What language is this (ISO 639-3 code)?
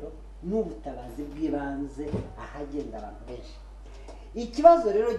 kin